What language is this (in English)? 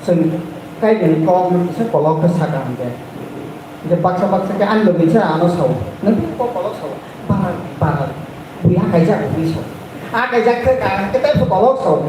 Kok Borok